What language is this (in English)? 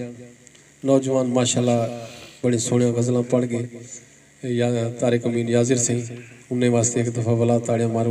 Saraiki